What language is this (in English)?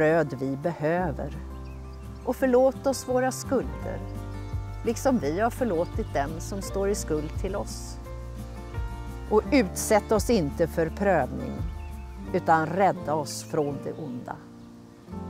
Swedish